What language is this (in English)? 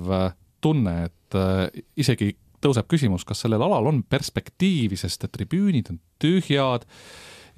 Estonian